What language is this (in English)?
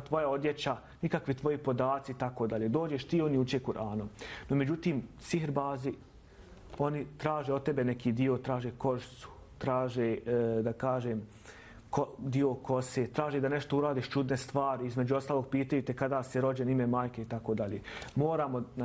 Bosnian